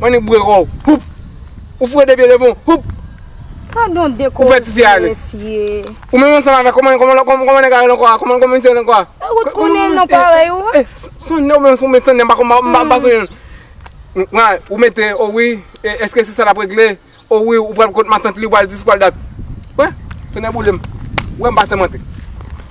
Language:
Haitian Creole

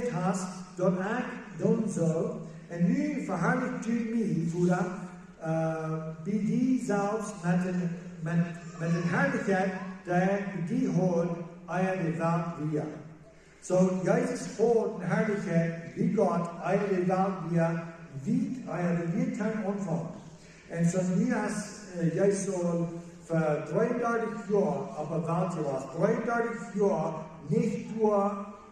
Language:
Plautdietsch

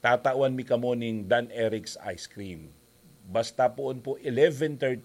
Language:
Bikol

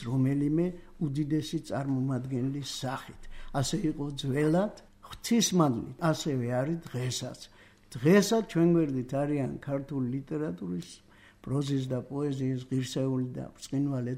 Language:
Georgian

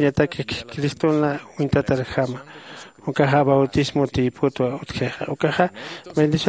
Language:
Aymara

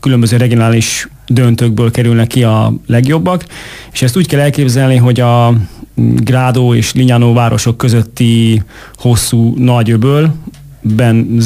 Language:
Hungarian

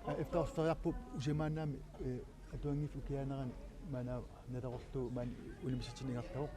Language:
Kalaallisut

